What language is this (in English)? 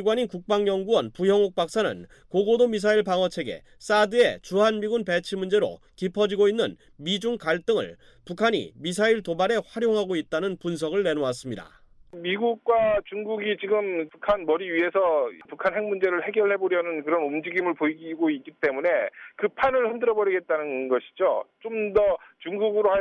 Korean